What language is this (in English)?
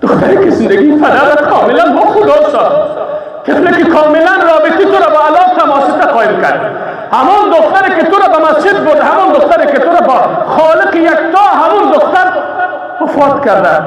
Persian